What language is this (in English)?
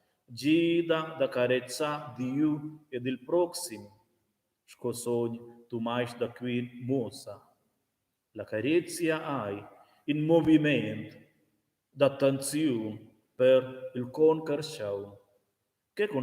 Romansh